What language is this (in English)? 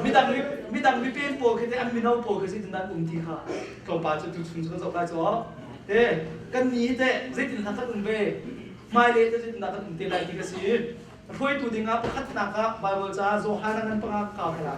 Hakha Chin